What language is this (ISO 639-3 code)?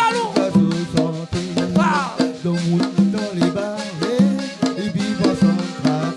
rcf